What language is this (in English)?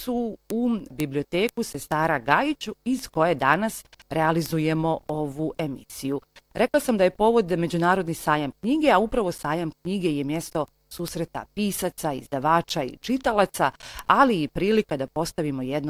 Bosnian